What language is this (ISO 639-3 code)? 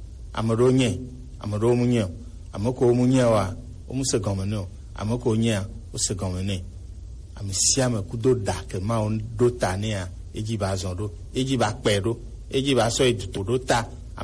gej